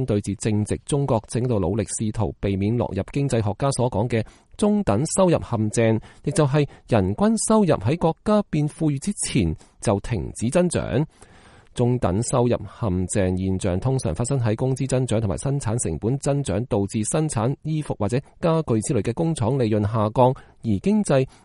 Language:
Cantonese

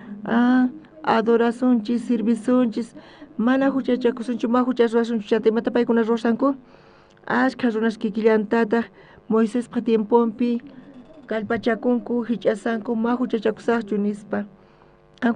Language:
South Bolivian Quechua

